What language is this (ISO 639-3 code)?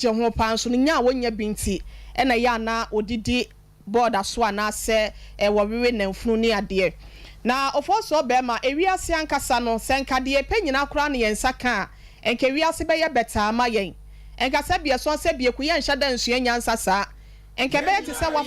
aka